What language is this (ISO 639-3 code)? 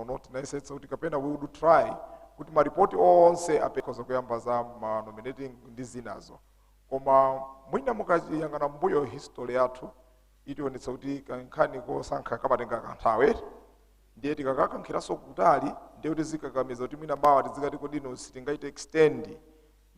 nya